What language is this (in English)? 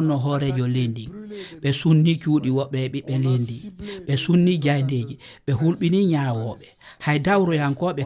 Fula